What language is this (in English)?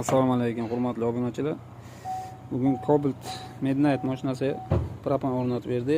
Uzbek